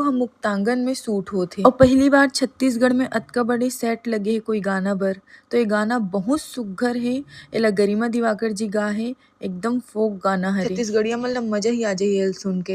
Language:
Chhattisgarhi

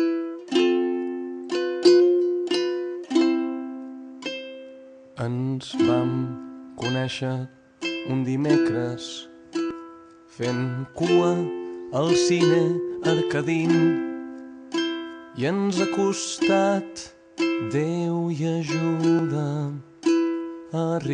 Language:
Catalan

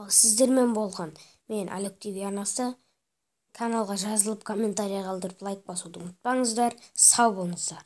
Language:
Kazakh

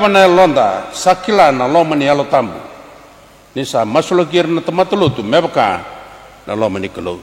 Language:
Fijian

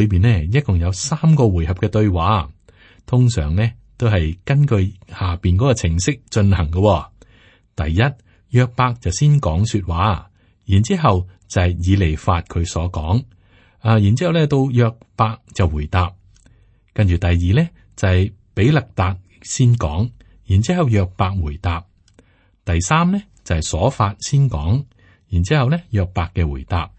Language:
Cantonese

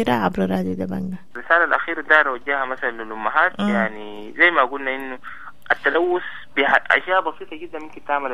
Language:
Sudanese Arabic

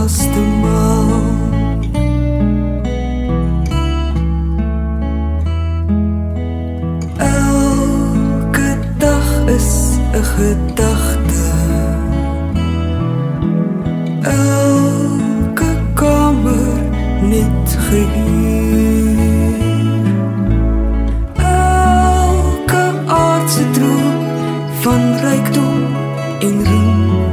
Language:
Afrikaans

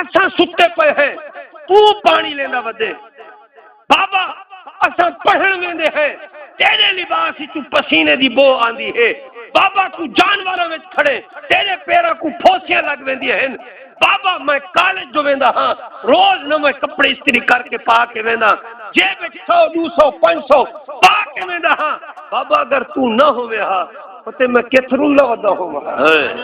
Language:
Saraiki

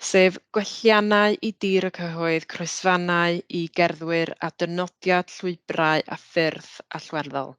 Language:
Welsh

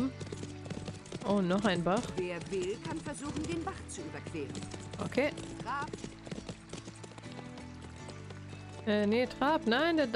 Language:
German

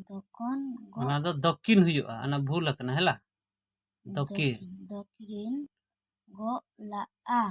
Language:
Santali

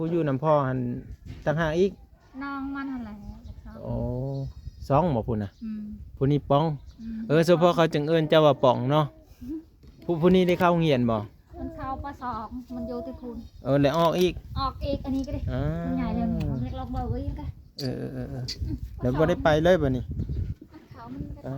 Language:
Lao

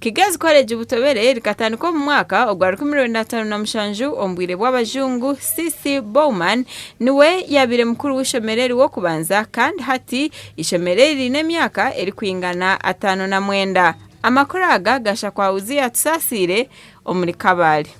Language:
Nyankole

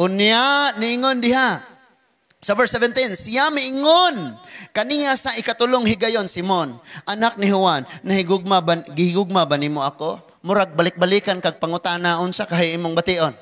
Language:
Cebuano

